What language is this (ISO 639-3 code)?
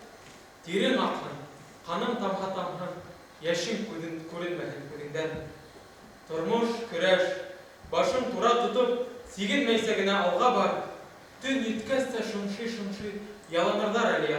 bak